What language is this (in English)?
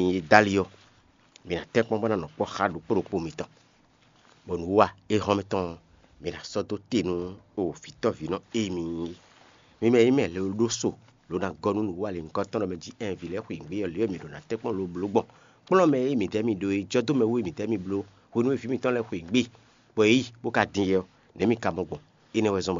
Fon